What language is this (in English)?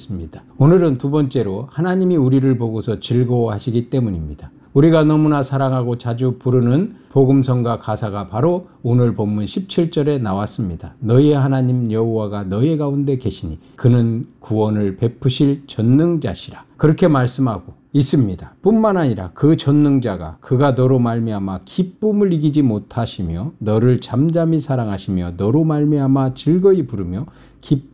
Korean